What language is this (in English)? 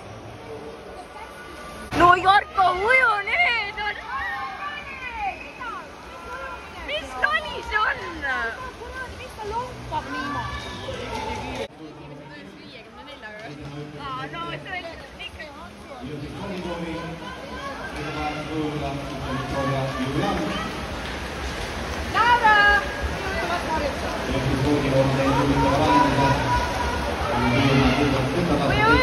Estonian